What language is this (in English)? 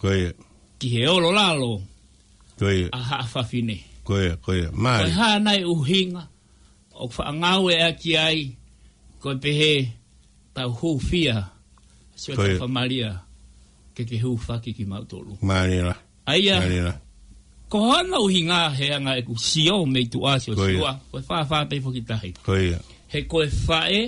Tongan